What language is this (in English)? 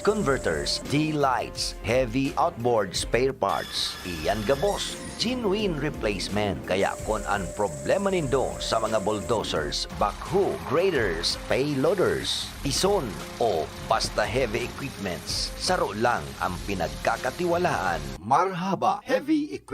Bikol